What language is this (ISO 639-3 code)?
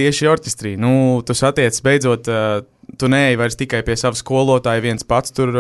lav